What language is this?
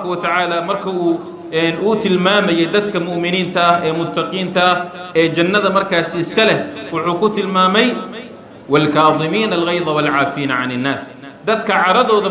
Somali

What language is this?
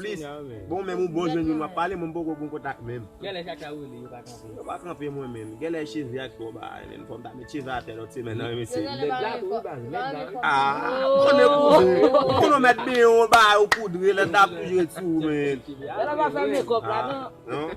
Haitian Creole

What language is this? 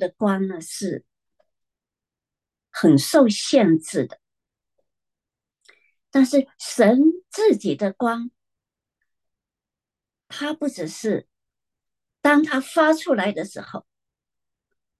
Chinese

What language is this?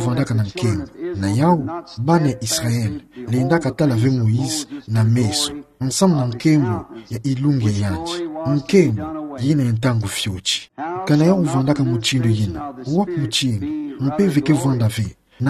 Kituba (Democratic Republic of Congo)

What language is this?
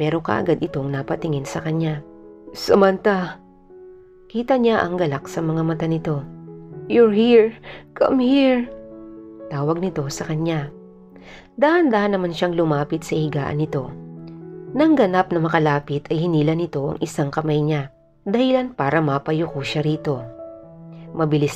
Filipino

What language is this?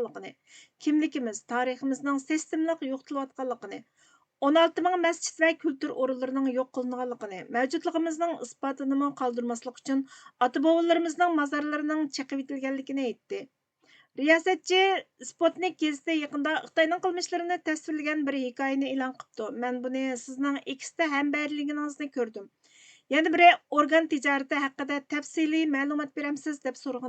Uyghur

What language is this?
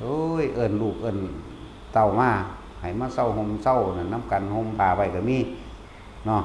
Lao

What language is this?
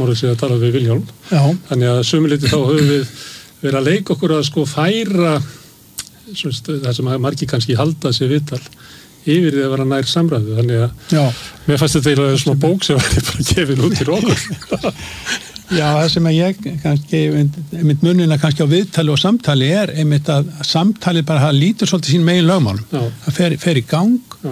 Icelandic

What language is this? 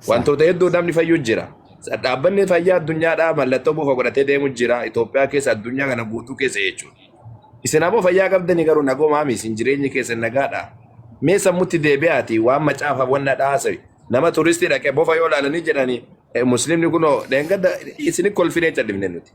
Oromo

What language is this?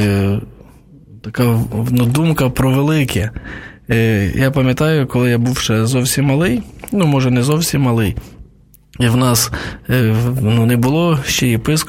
Ukrainian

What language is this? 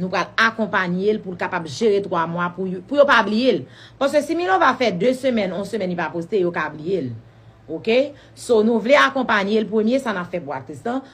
Haitian Creole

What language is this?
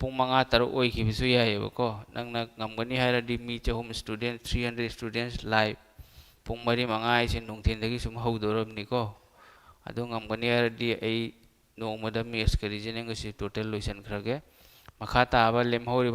Manipuri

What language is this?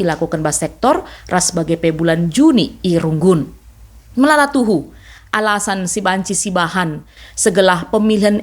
Batak Karo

